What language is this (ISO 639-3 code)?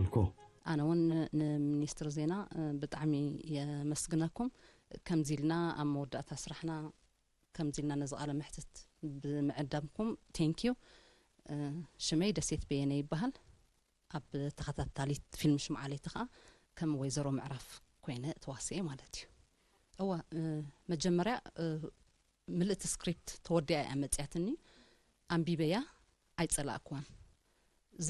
tir